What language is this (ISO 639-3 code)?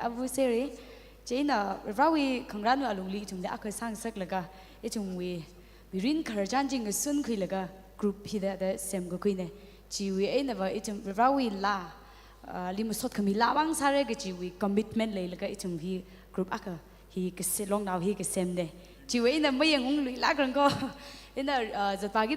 nmf